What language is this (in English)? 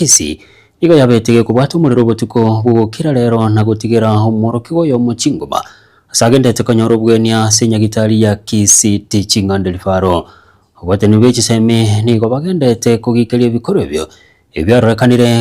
Gusii